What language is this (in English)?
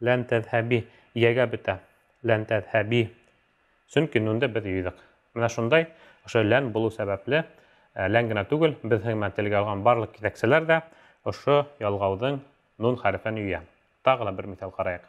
Bashkir